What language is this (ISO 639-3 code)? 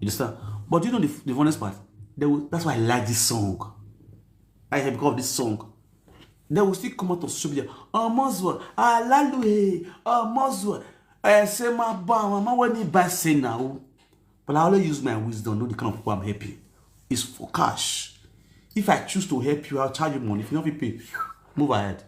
pcm